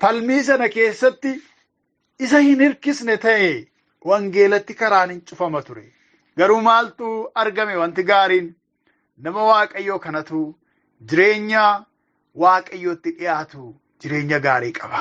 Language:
Oromo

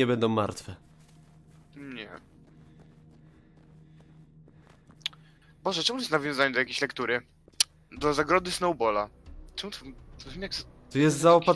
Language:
Polish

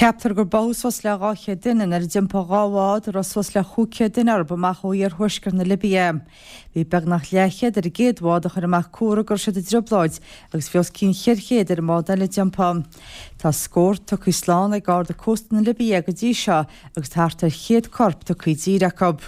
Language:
Irish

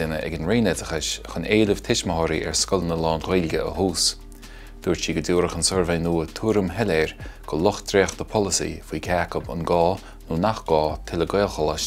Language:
Irish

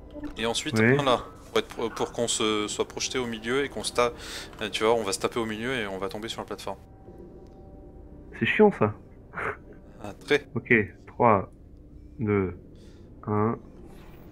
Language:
French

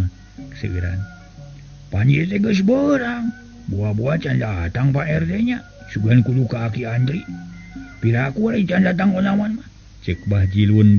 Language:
Sundanese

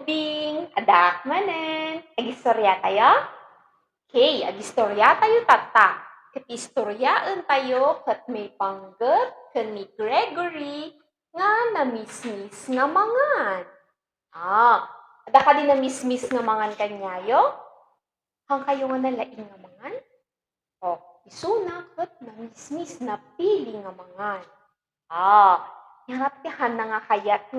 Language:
Iloko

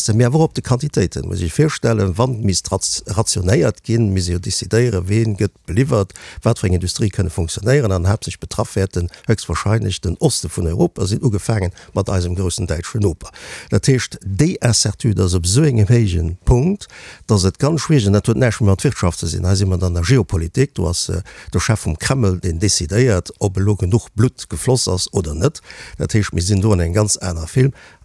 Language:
Luxembourgish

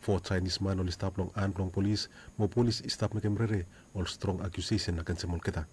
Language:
Bislama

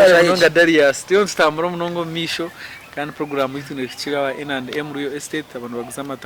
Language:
Nyankole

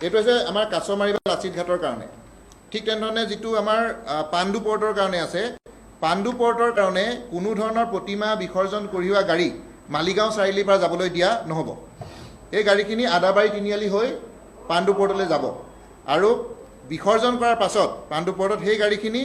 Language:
Assamese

